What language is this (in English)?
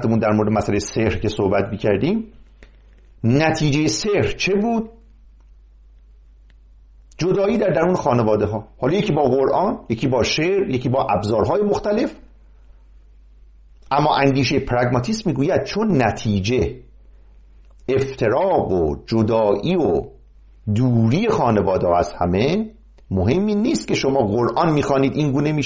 Persian